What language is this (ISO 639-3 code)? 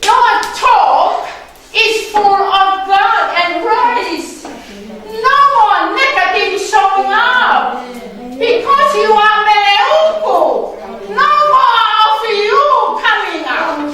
ton